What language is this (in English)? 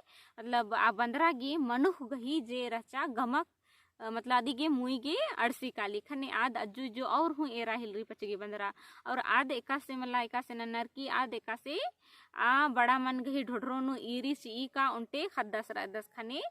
Kurukh